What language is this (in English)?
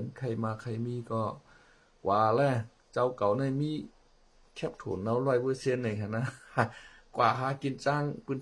Shan